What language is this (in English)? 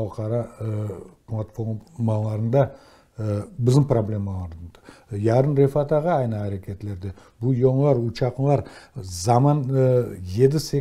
Crimean Tatar